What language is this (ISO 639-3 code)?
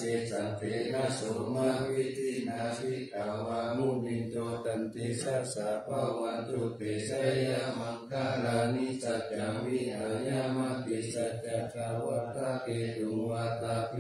pli